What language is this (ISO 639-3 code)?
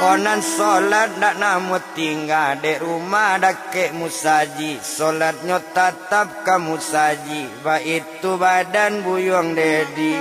min